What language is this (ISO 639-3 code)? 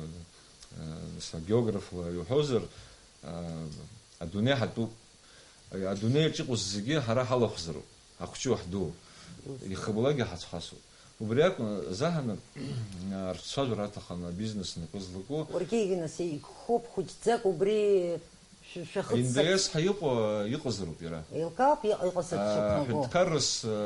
abk